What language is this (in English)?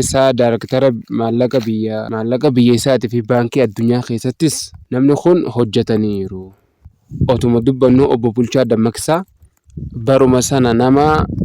Oromo